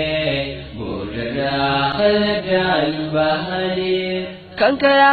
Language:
Oromo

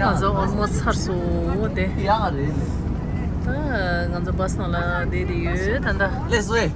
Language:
Tibetan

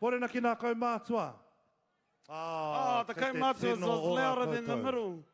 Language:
Māori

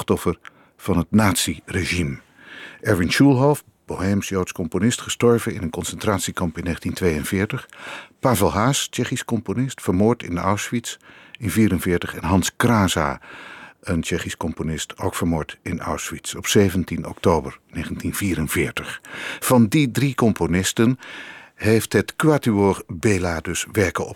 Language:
Dutch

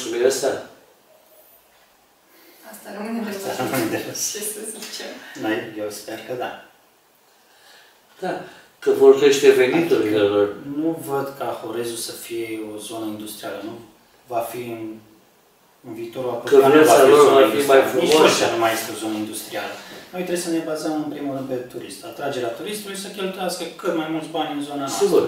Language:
Romanian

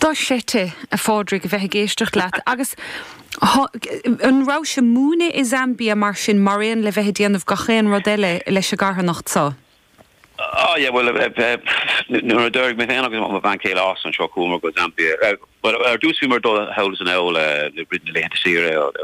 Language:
Irish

